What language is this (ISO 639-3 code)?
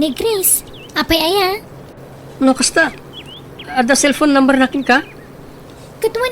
ilo